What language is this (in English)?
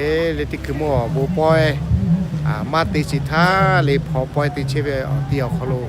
Lahu